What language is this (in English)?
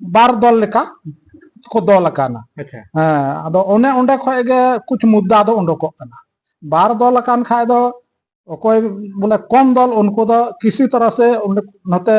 Santali